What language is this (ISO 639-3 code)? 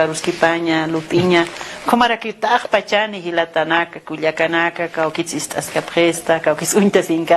aym